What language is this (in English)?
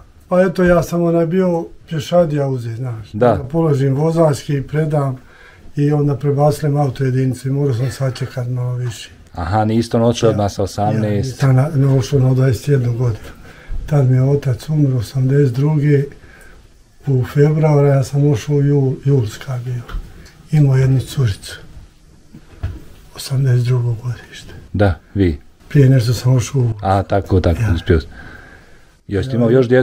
Bosnian